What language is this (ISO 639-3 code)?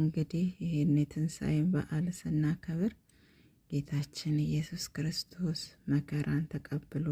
amh